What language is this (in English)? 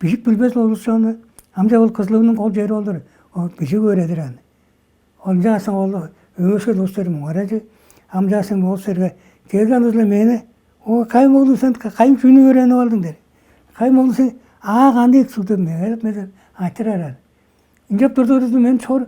Tuvinian